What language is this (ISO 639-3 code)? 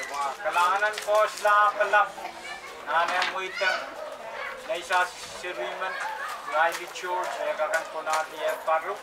pon